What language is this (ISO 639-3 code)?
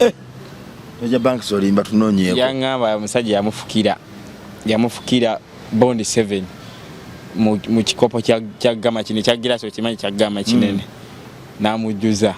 lug